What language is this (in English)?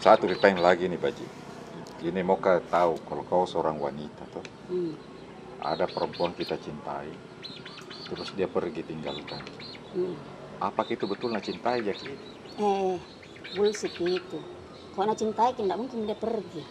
Makassar Malay